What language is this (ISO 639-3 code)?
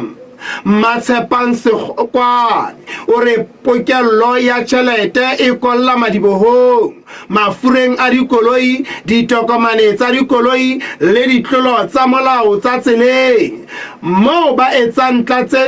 sot